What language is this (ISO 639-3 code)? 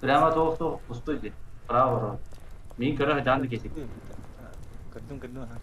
sah